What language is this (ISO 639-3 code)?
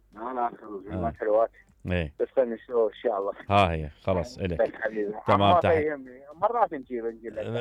acm